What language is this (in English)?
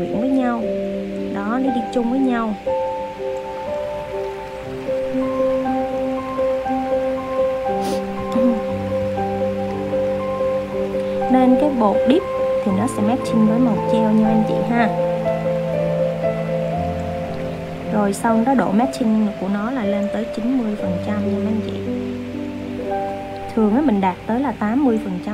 Vietnamese